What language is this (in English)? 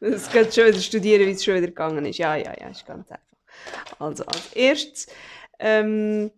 Swiss German